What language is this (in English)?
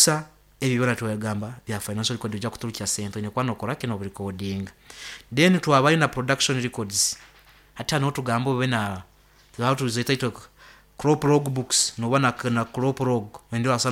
Nyankole